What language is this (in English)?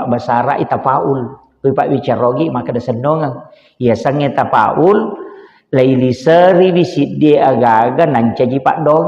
Buginese